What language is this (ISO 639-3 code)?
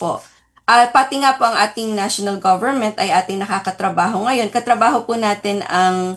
fil